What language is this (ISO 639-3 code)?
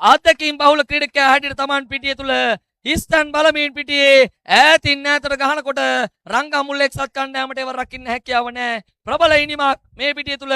sin